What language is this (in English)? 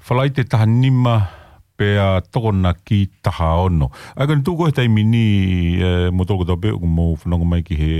Tongan